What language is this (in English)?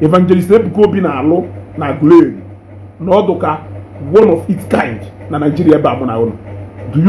Igbo